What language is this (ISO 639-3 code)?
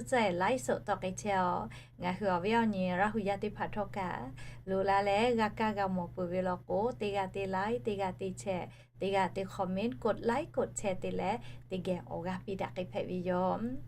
lhu